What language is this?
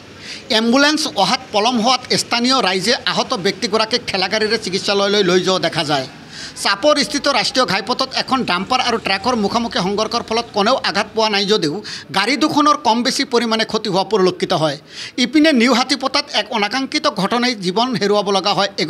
Assamese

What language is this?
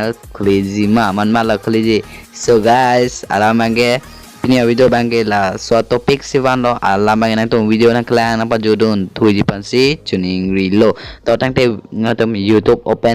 Karbi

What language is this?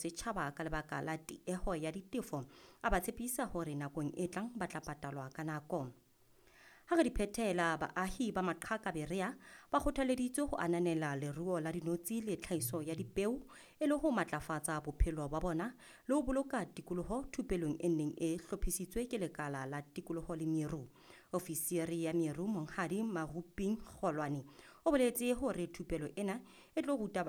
Southern Sotho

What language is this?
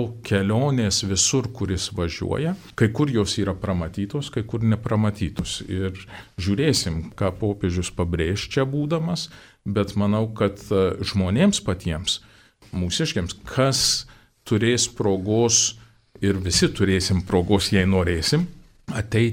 Lithuanian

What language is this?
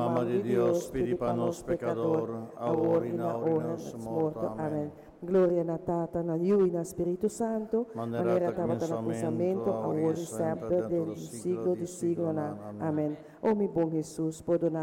Papiamento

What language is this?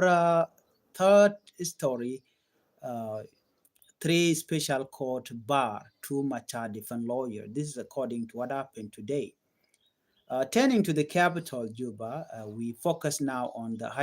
Nuer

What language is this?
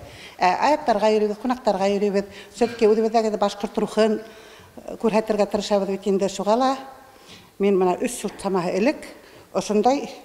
Bashkir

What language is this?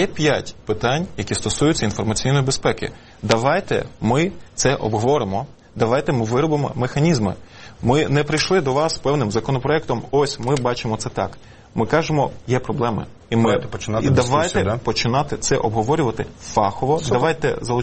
Ukrainian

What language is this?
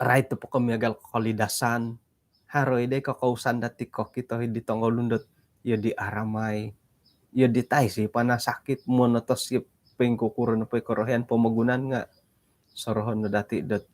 Central Dusun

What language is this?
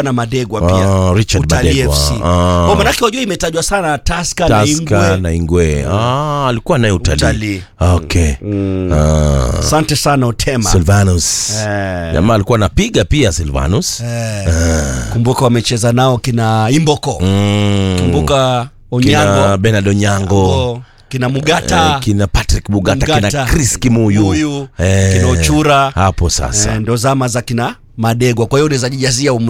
Swahili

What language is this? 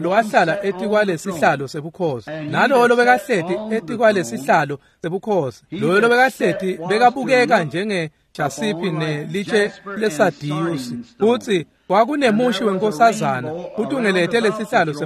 Swati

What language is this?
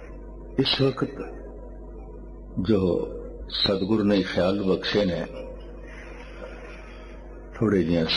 Punjabi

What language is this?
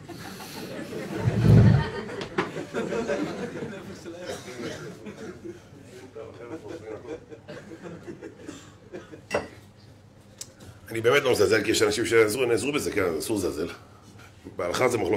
Hebrew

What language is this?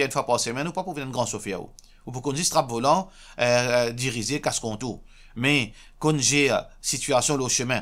Morisyen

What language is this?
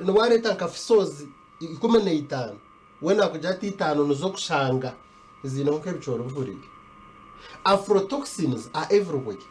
Nyankole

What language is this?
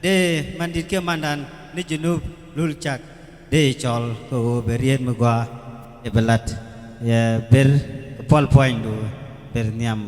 Nuer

